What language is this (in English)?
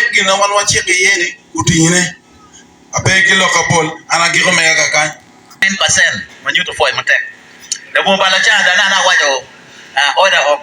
Acoli